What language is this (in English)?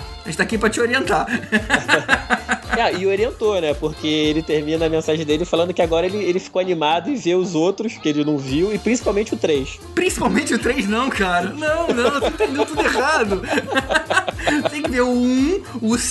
Portuguese